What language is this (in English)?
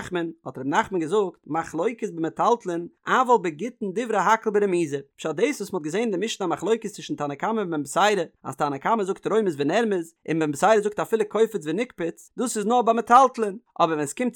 Yiddish